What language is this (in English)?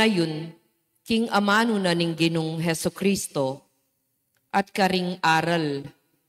Pampanga